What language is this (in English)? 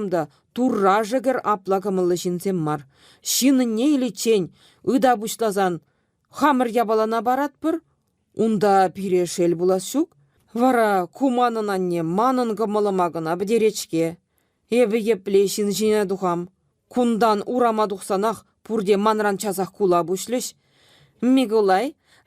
Chuvash